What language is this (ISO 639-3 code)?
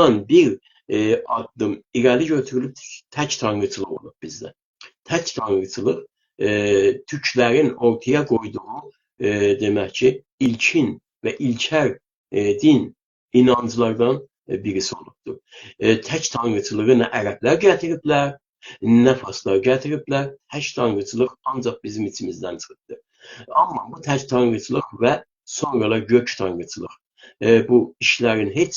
azb